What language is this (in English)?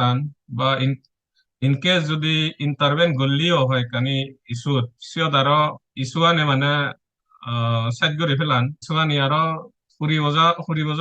Chakma